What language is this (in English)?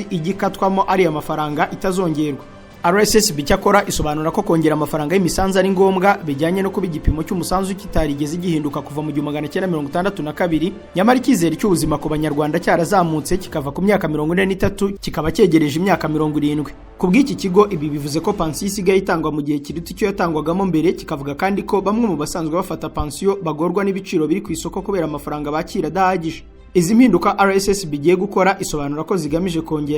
Kinyarwanda